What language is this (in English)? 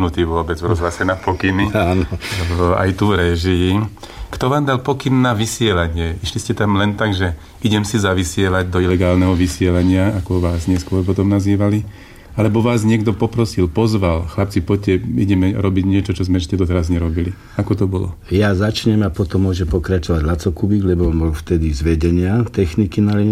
Slovak